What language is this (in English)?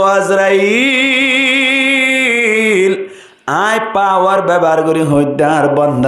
Rohingya